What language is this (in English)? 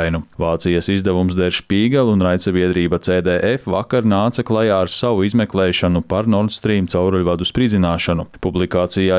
Latvian